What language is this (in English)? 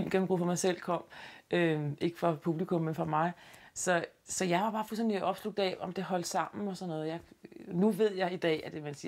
Danish